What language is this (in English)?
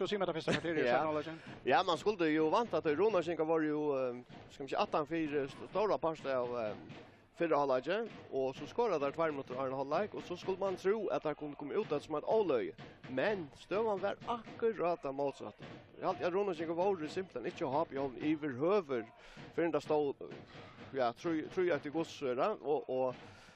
Faroese